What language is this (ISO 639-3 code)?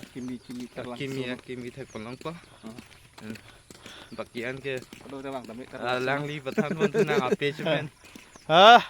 mjw